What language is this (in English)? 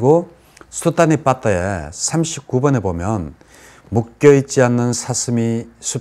Korean